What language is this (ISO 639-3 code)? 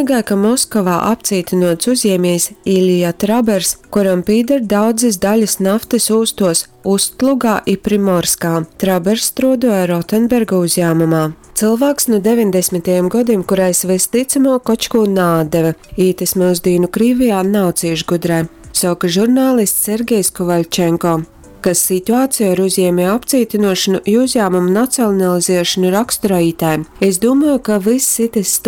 ltg